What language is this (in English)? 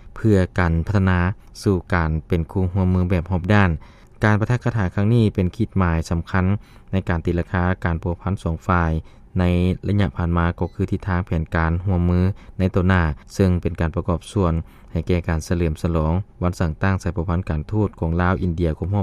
Lao